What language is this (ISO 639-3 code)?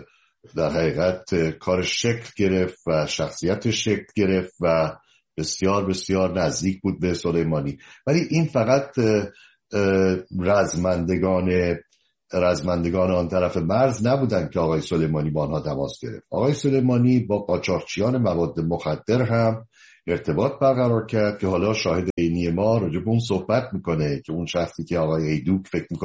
fas